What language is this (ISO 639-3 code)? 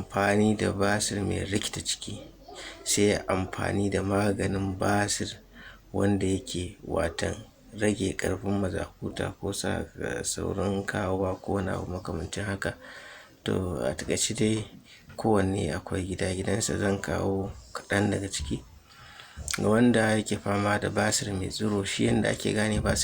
hau